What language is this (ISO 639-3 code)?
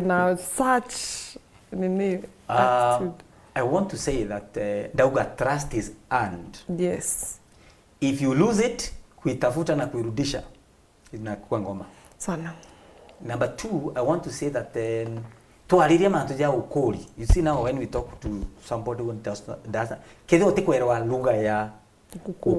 mer